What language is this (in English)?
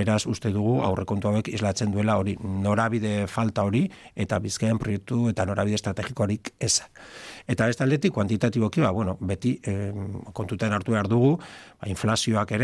Basque